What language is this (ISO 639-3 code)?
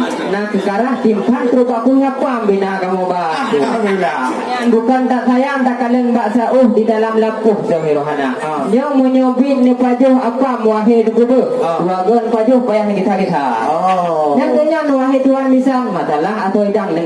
ace